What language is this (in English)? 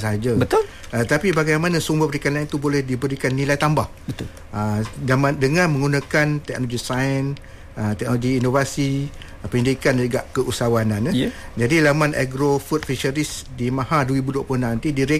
Malay